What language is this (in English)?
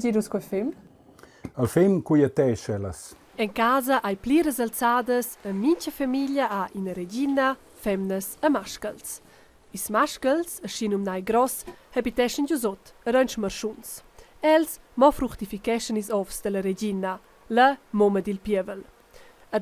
Romansh